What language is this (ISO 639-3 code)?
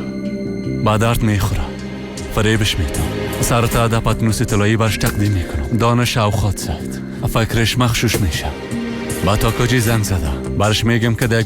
fas